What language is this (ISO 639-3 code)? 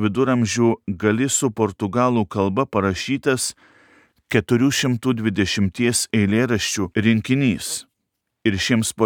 lit